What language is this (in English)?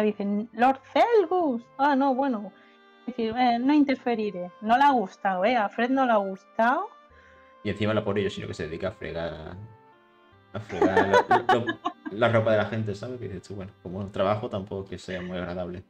Spanish